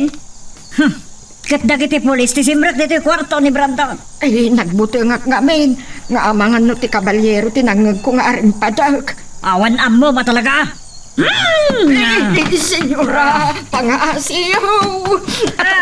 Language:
Iloko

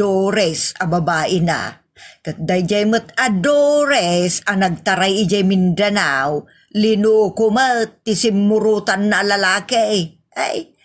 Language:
Iloko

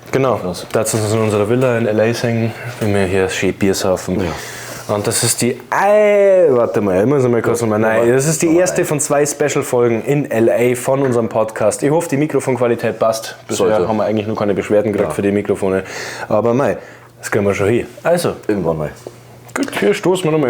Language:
Bavarian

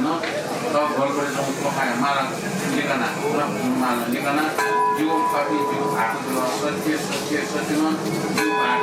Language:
Newari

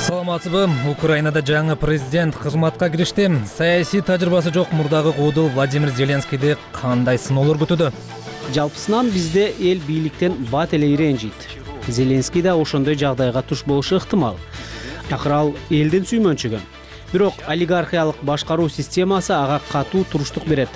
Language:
Kyrgyz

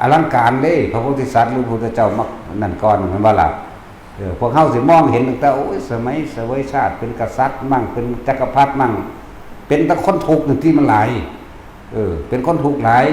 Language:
Northeastern Thai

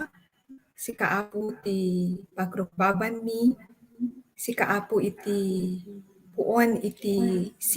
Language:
Iloko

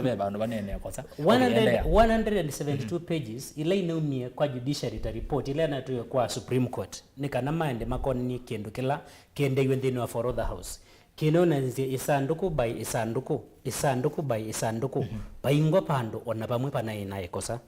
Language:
Kamba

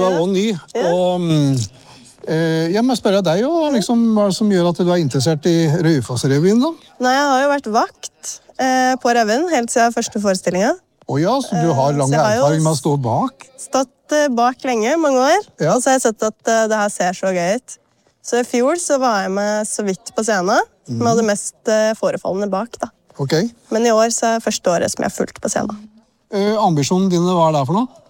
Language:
Norwegian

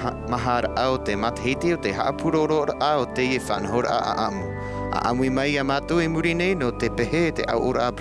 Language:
Tahitian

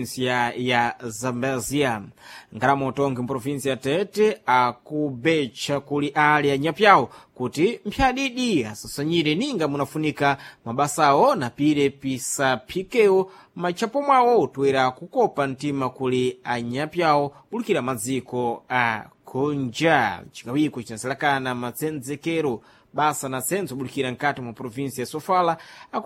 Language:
Sena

